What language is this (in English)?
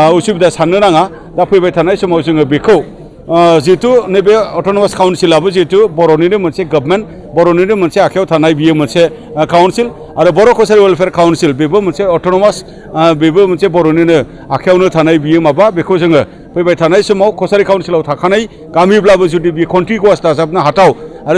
Bodo